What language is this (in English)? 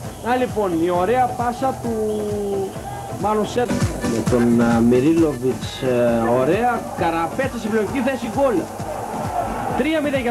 Greek